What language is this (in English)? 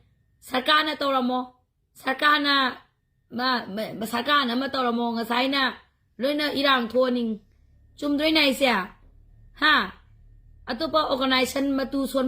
Manipuri